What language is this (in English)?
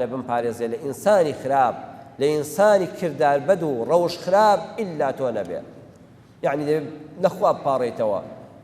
Central Kurdish